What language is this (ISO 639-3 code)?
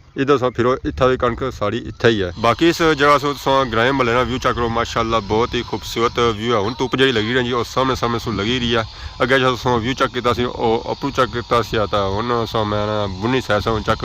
phr